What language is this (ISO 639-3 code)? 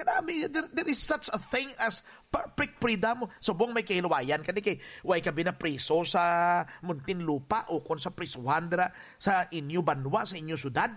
hil